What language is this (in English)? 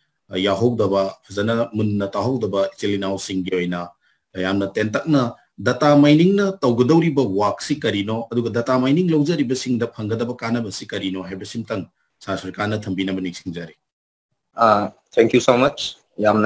Manipuri